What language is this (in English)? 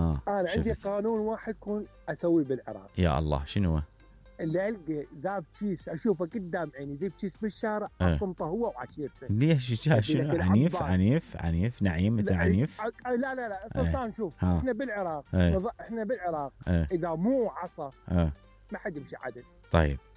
Mesopotamian Arabic